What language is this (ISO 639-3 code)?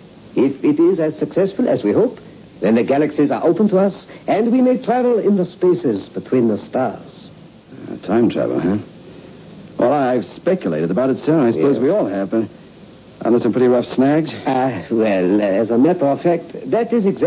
eng